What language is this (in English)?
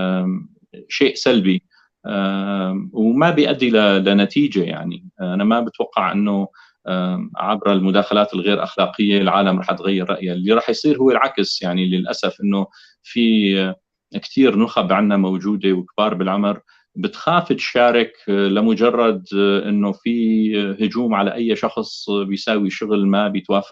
North Levantine Arabic